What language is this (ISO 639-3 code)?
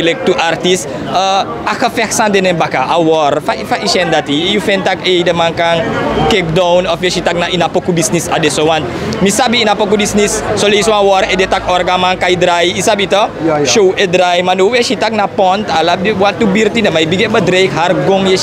srn